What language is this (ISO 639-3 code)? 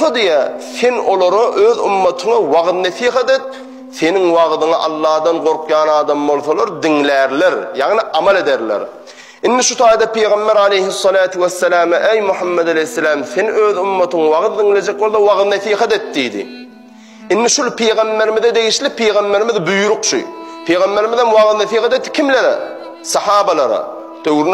tuk